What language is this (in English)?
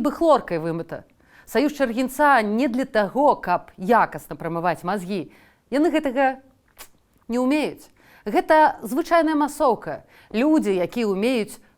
Belarusian